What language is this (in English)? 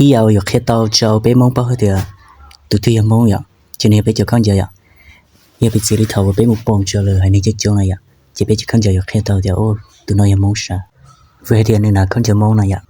Hmong